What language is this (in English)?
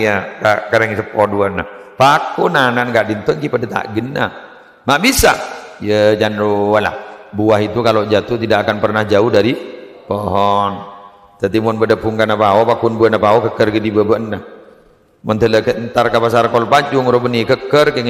Madurese